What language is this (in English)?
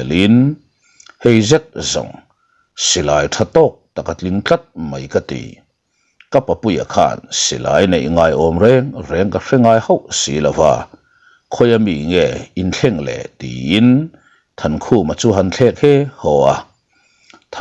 Mizo